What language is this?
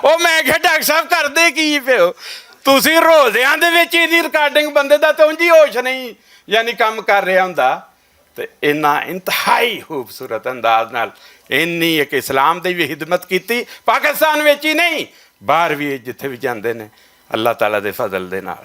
Western Panjabi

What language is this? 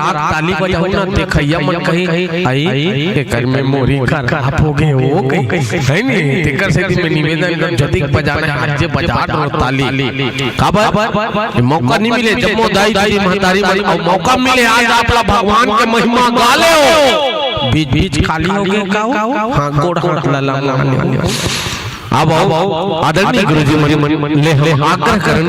Chhattisgarhi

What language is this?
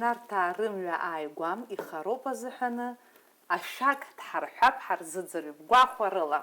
Abkhazian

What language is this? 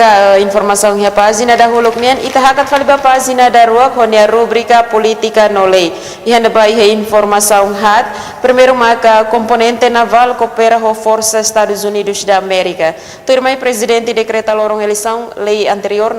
Tetum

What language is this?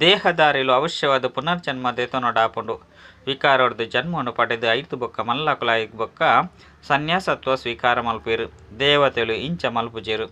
Tulu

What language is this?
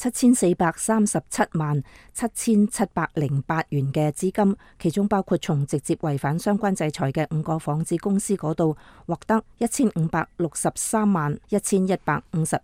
Cantonese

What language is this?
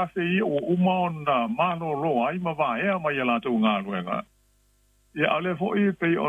Samoan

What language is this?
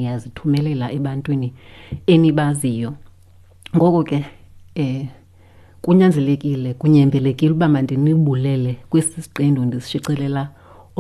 Xhosa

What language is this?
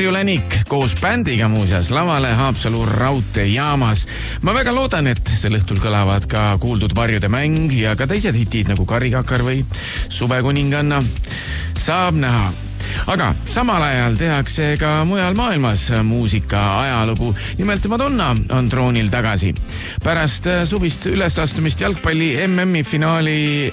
Estonian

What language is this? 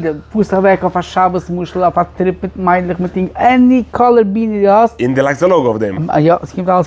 Yiddish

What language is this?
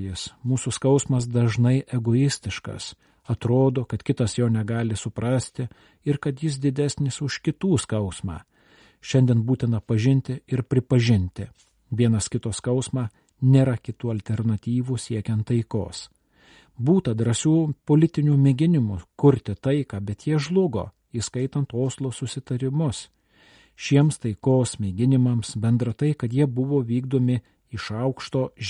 Lithuanian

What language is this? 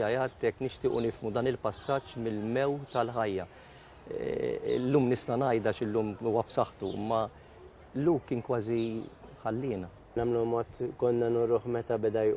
Maltese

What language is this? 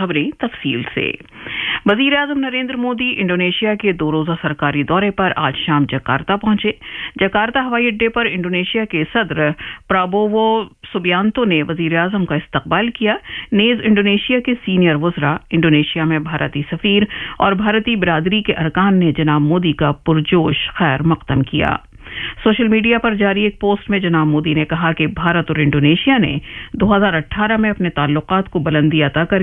Urdu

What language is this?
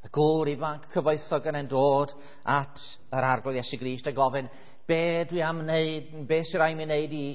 Welsh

